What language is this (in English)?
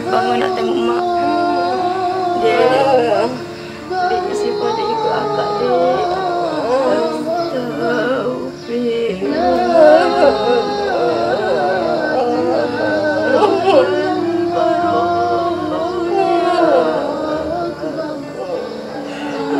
Malay